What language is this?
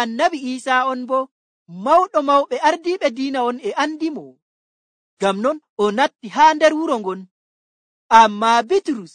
Nigerian Fulfulde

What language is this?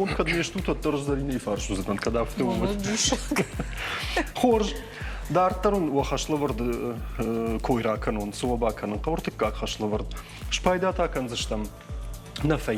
Ossetic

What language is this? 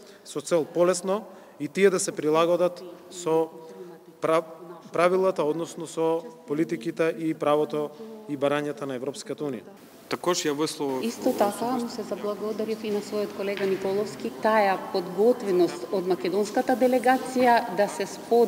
Macedonian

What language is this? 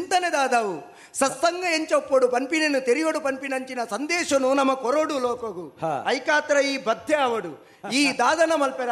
Tulu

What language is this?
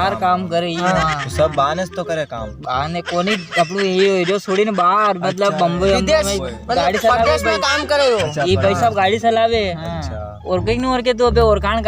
Rajasthani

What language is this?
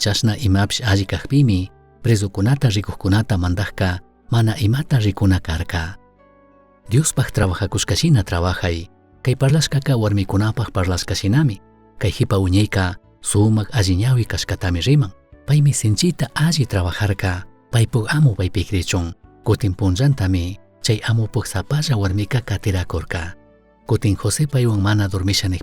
Chimborazo Highland Quichua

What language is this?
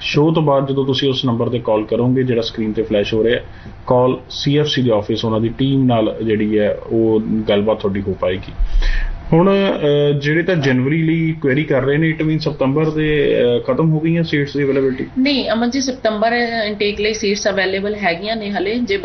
Punjabi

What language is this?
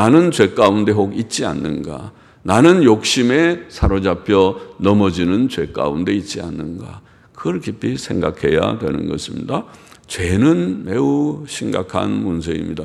Korean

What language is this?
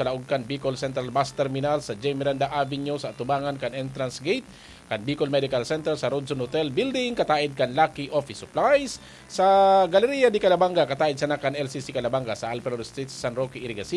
Bikol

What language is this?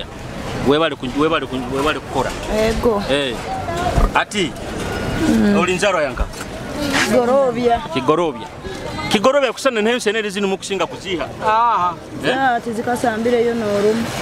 Nyoro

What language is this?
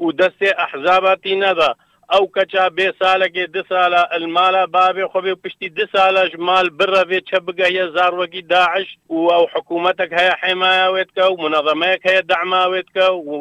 Kurdish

